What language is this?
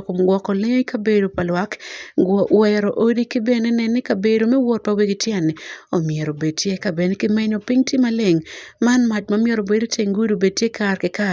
Acoli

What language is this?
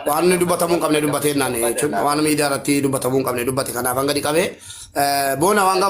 Oromo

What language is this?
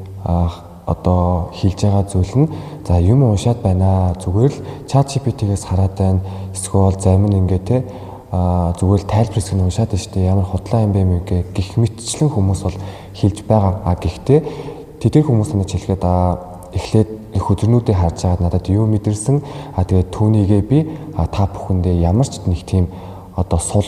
Mongolian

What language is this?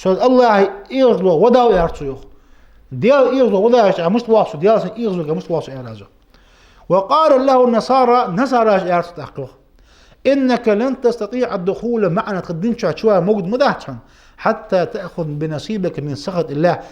Ingush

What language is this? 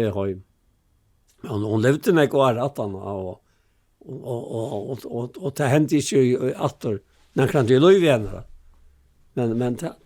Faroese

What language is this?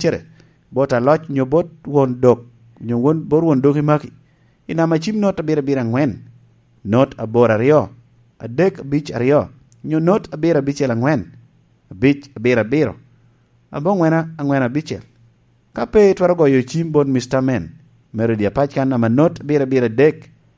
Lango (Uganda)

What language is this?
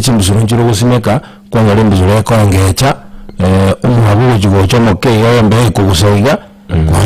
Gusii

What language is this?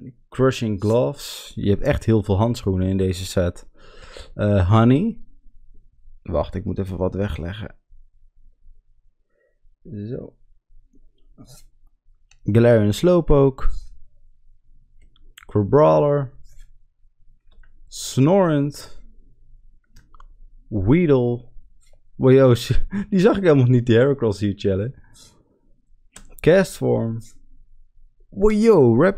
Dutch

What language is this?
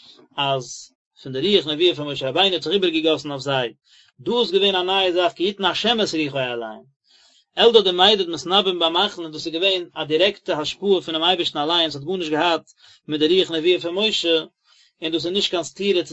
Yiddish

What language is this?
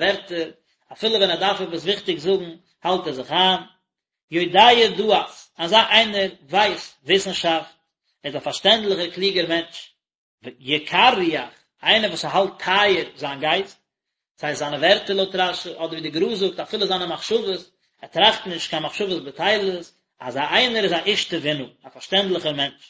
Yiddish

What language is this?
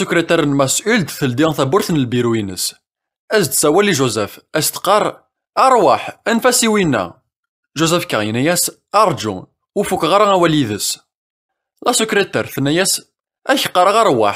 Kabyle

